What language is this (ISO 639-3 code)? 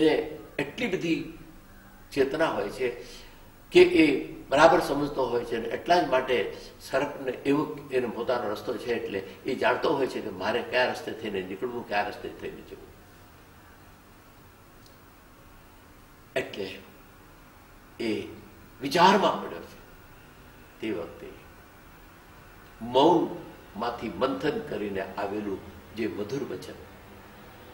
guj